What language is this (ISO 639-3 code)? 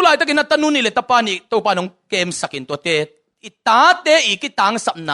ctd